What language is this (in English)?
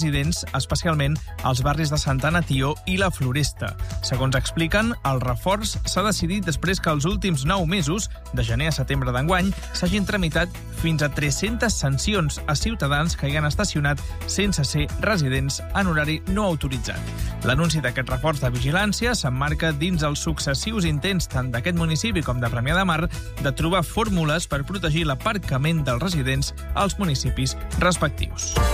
Catalan